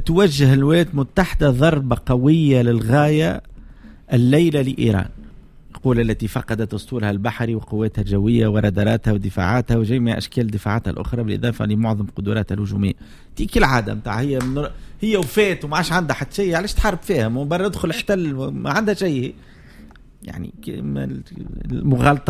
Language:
Tunisian Arabic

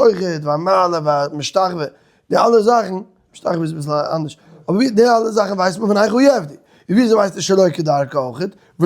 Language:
Yiddish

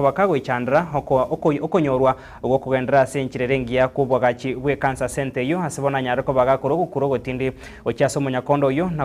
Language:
Gusii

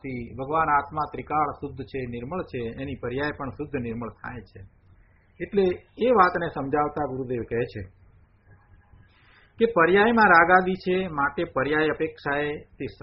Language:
Gujarati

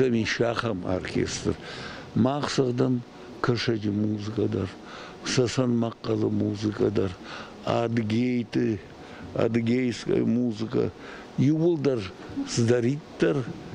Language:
Ossetic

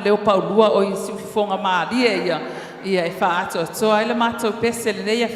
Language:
Samoan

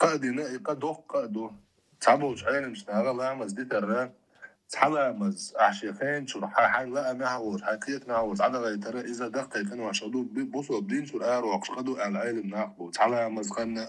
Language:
Chechen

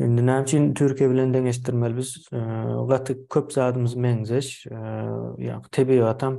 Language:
Turkmen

